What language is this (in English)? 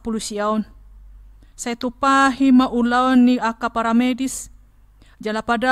Batak Toba